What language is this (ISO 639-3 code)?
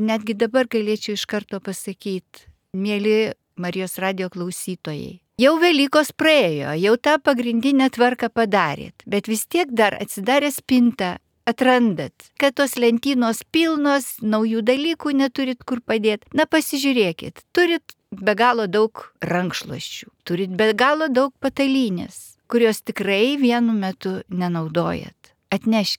lit